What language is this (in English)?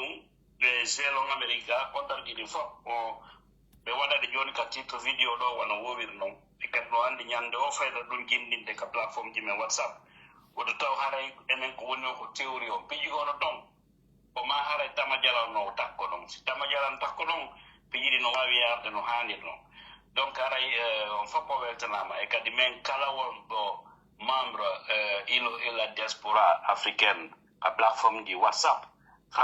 Pular